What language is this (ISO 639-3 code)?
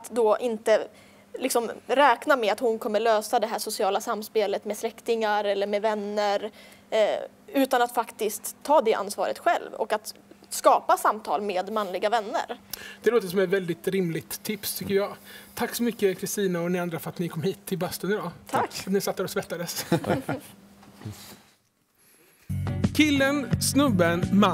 swe